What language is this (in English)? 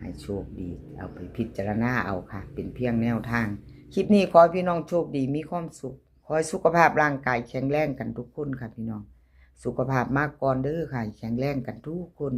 Northeastern Thai